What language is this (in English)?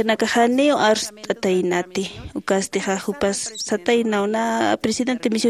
Aymara